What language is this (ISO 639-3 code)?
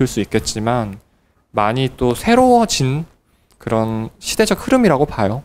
kor